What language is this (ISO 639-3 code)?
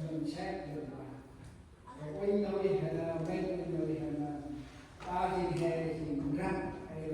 cmo